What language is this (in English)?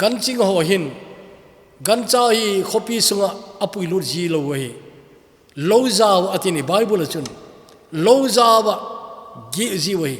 Thado Chin